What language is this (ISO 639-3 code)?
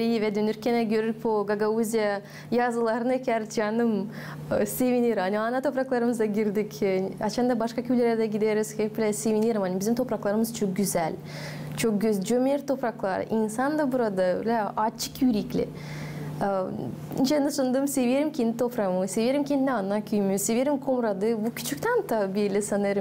gag